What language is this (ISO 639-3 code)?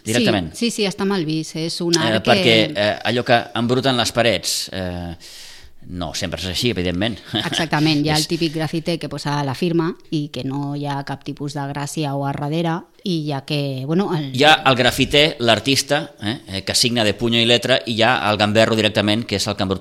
cat